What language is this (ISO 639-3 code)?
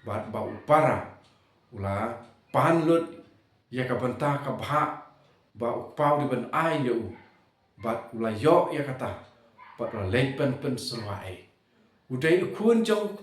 kha